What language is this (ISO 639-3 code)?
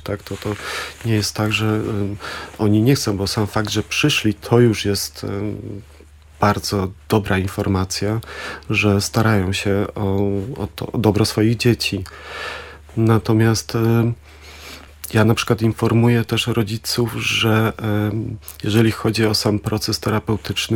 pol